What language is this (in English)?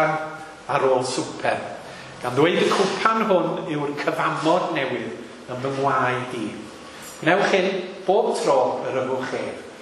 Welsh